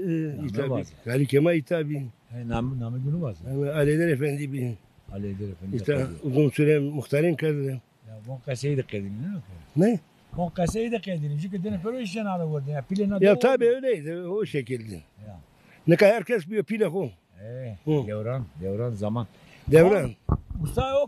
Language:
Zaza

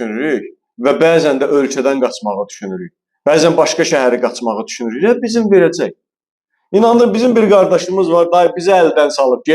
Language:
Azerbaijani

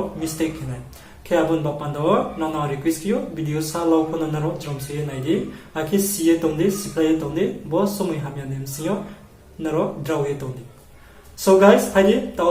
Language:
Riang (India)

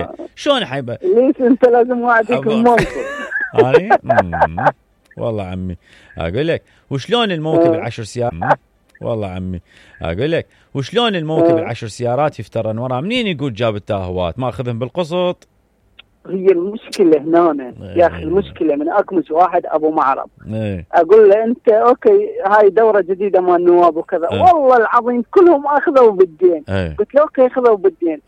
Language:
Mesopotamian Arabic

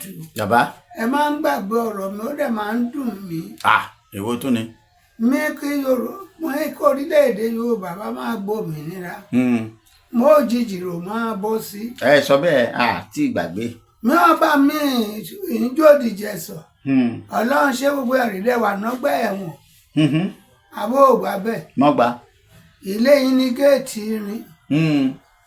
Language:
Yoruba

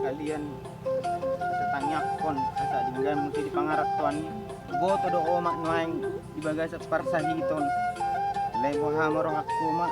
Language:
Batak Toba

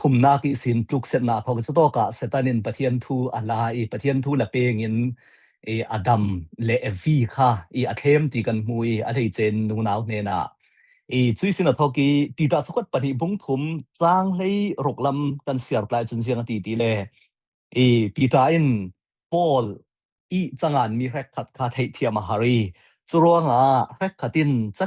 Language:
Falam Chin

